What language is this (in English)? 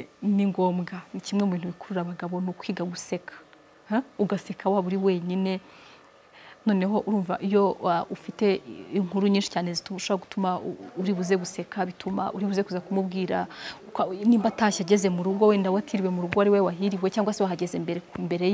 Kinyarwanda